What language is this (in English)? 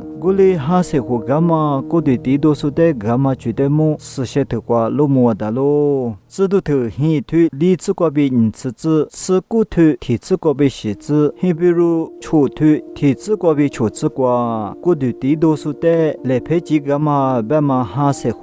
Lisu